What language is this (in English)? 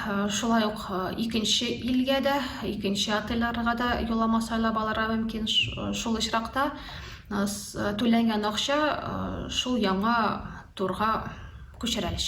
Tatar